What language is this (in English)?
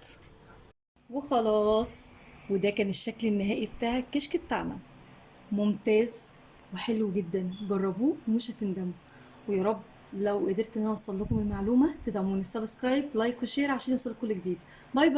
Egyptian Arabic